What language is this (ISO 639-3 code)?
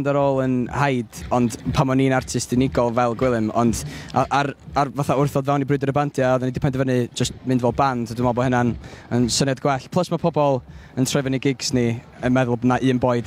cym